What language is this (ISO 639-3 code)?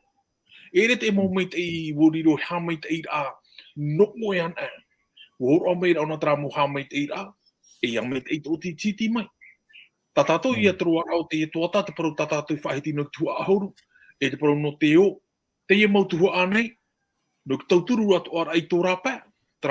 tah